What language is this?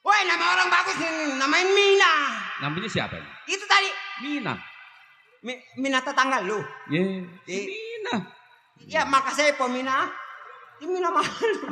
Betawi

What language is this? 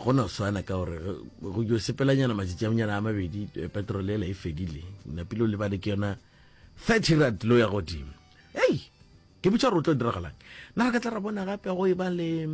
Northern Sotho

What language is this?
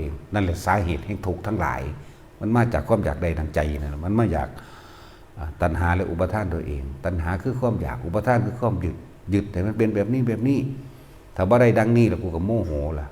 Northeastern Thai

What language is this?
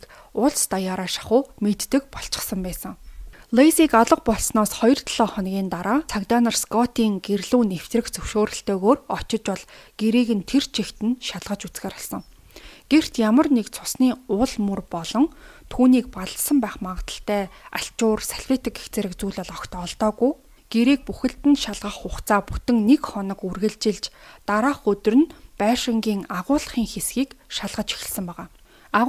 Mongolian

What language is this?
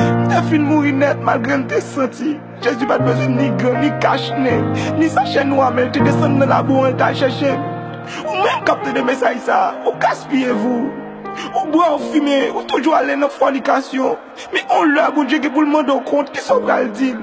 Haitian Creole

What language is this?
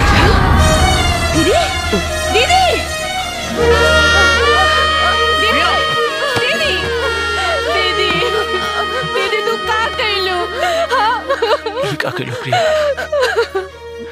Bhojpuri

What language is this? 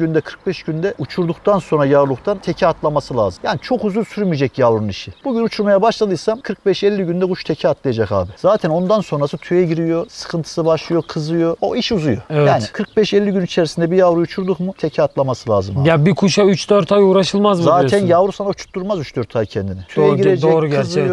Turkish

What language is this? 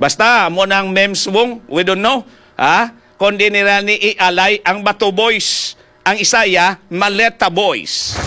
Hiligaynon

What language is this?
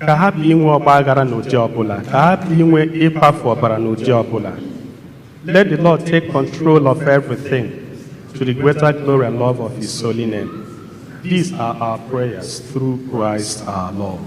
Igbo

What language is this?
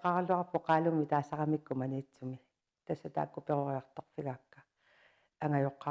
Kalaallisut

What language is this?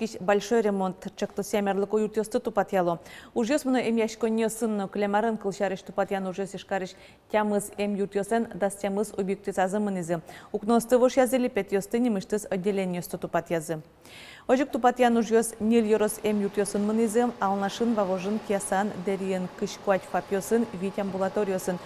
Udmurt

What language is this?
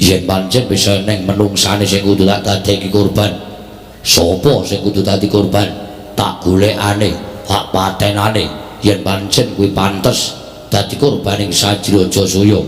Javanese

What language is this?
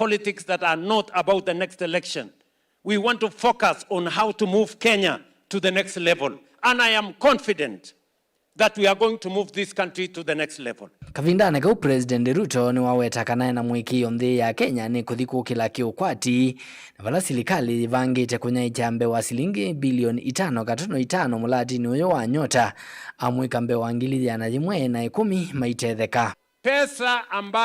Kamba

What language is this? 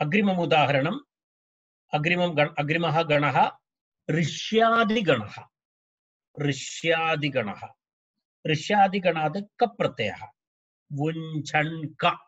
Sanskrit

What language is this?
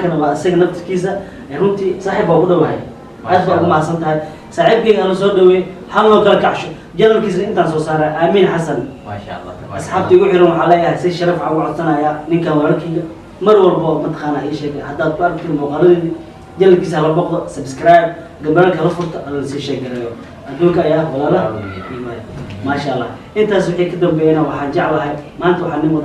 Somali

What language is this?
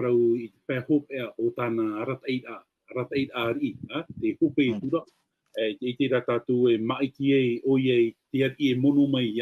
Tahitian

